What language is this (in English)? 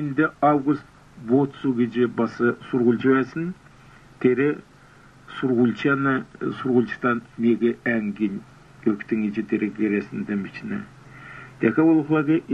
Kalmyk